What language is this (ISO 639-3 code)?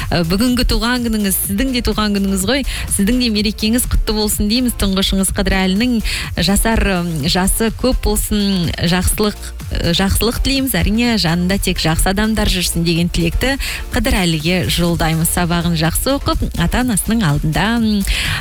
kaz